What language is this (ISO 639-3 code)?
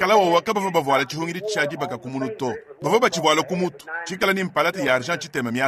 lua